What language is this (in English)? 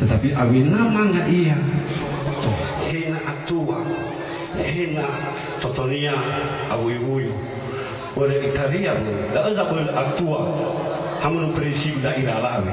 Nias